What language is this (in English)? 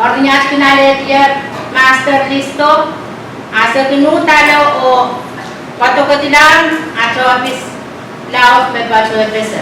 Pohnpeian